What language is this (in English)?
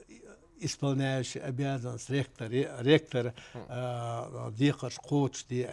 Chechen